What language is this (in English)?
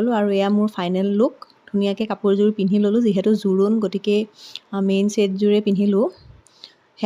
Assamese